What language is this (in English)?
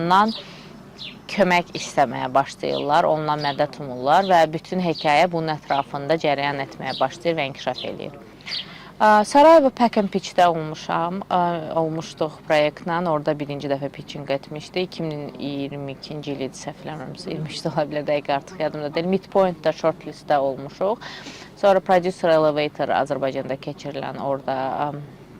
Azerbaijani